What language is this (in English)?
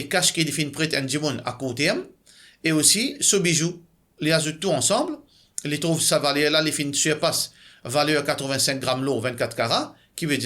Morisyen